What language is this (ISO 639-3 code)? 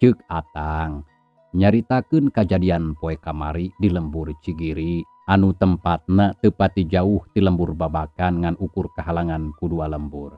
sun